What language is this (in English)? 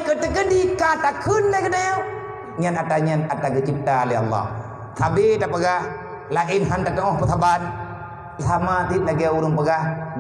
Achinese